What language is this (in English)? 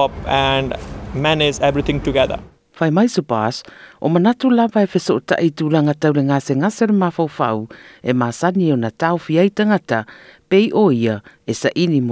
Samoan